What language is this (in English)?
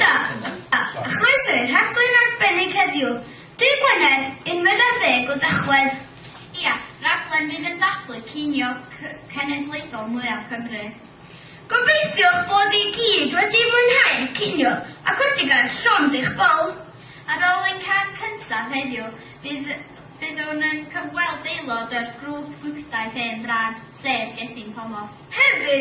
Welsh